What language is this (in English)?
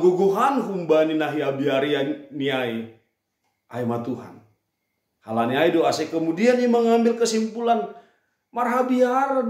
Batak Simalungun